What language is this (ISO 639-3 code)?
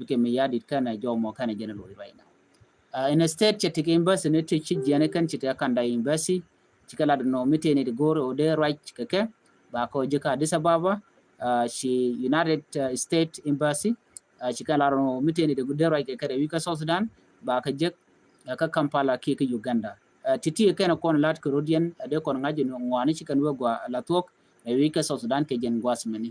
nus